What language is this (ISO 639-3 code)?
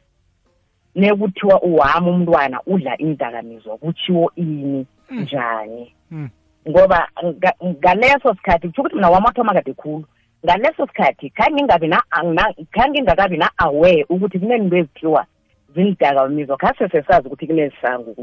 nbl